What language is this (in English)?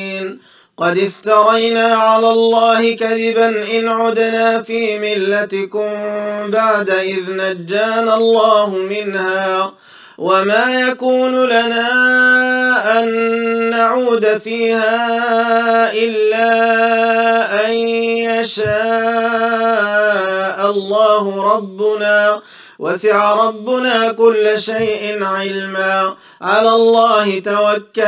Arabic